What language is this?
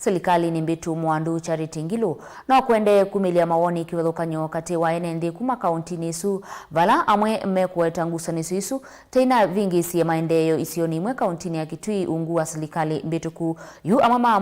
Kamba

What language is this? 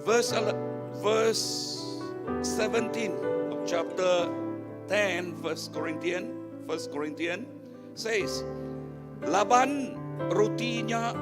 Iban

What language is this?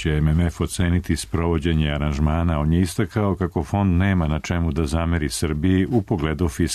Serbian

